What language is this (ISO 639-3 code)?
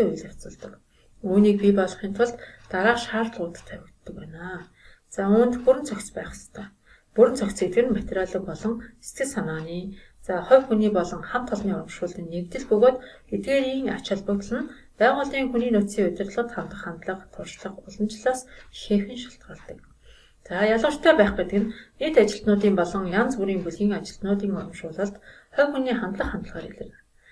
mon